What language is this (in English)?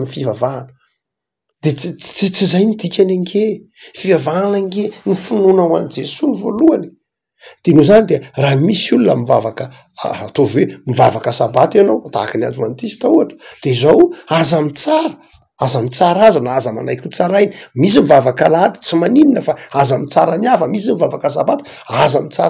Malagasy